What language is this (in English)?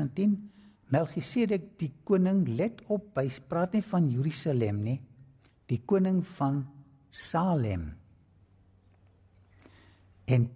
Afrikaans